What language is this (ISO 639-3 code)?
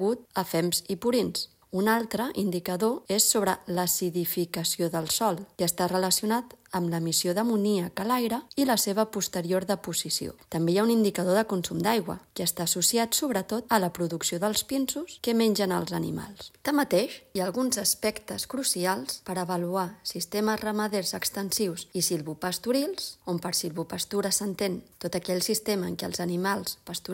cat